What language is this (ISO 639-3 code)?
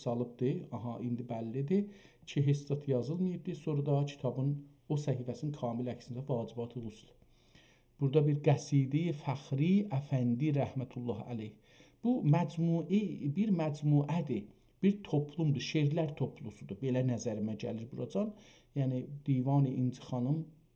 azb